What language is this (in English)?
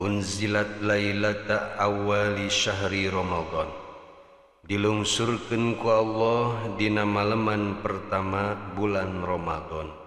Sundanese